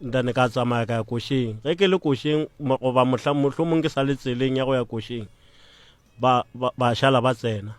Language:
Northern Sotho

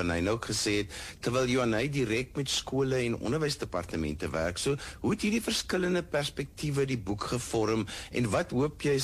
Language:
Afrikaans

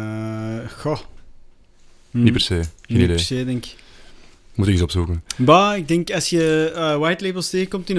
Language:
Dutch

